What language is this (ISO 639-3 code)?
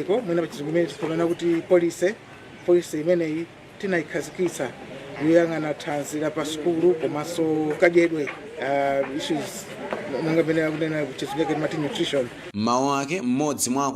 nya